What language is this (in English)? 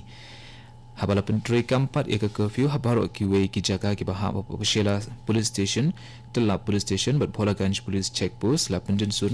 Khasi